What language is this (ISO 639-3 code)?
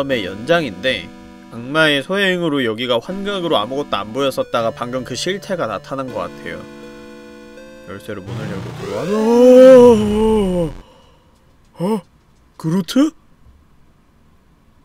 kor